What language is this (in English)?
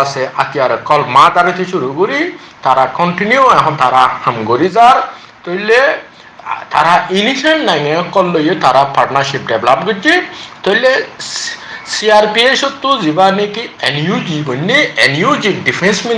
Rohingya